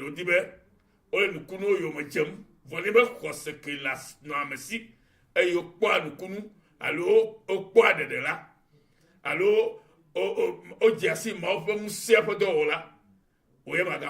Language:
Ewe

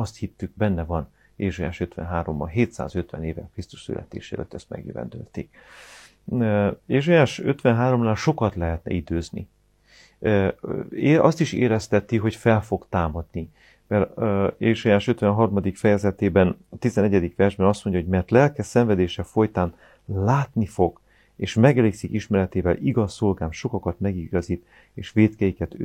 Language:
Hungarian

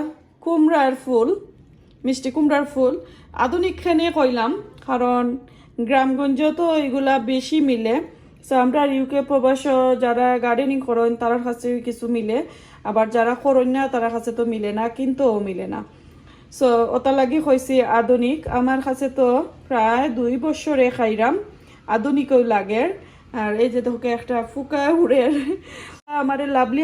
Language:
Sylheti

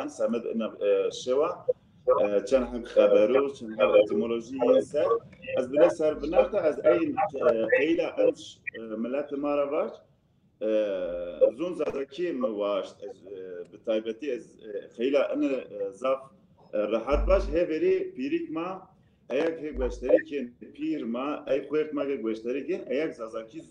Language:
Zaza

